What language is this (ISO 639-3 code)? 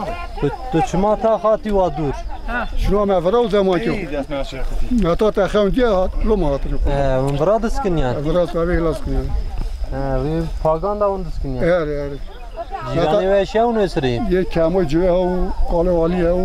kur